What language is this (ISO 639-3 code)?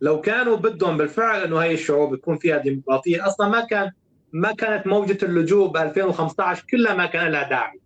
apc